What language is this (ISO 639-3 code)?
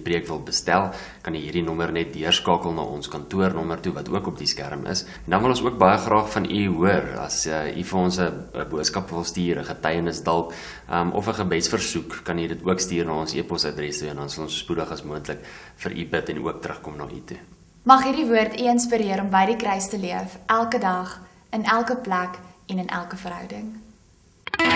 afr